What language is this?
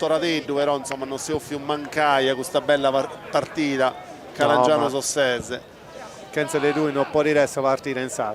Sardinian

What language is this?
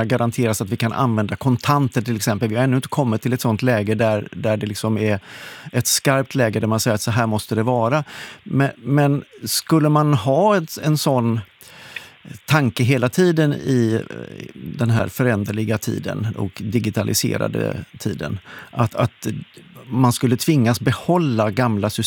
Swedish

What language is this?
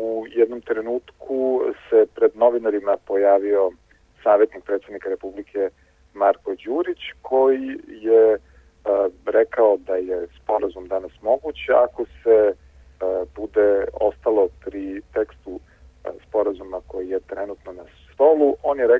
Serbian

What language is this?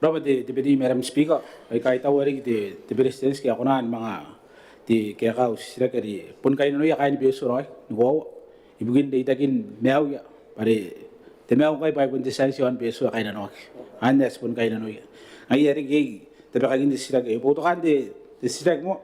Gilbertese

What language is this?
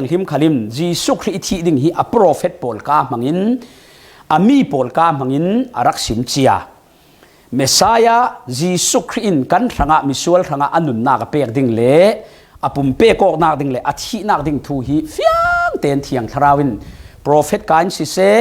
Falam Chin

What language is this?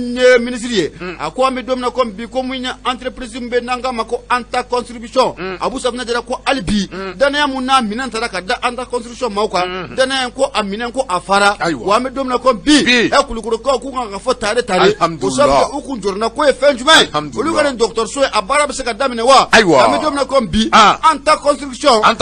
Bambara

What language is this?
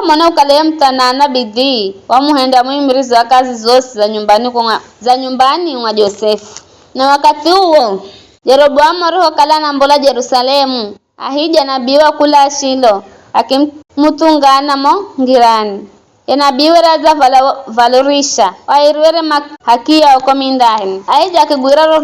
Giryama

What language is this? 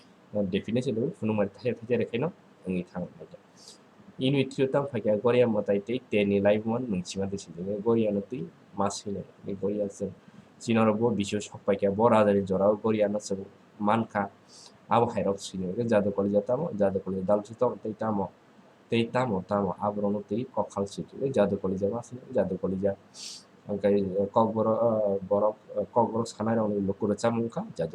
Kok Borok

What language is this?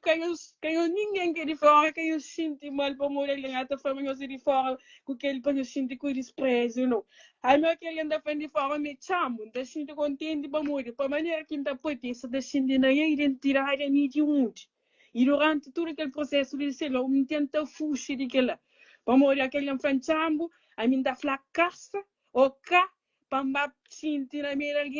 Kabuverdianu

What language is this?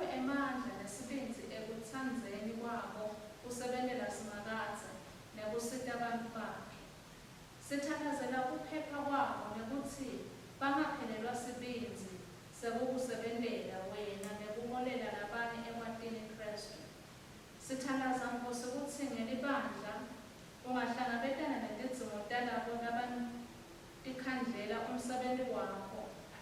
Swati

